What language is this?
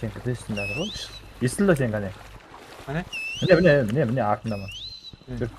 Kara-Kalpak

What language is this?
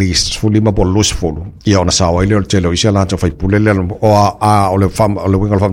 Samoan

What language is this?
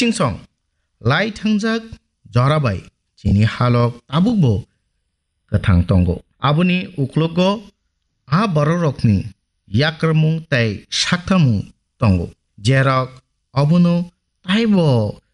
Kok Borok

